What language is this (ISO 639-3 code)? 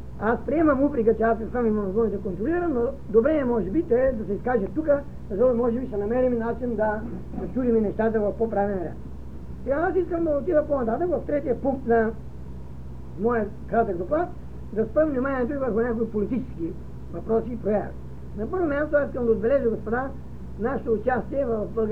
bul